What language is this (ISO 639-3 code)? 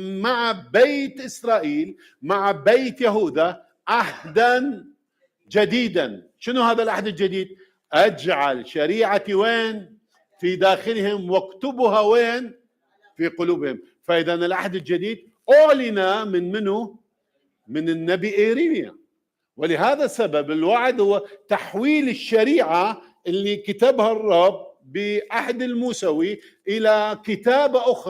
acm